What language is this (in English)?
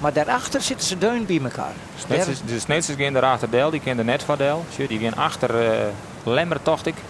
Western Frisian